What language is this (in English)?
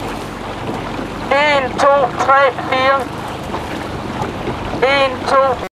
Danish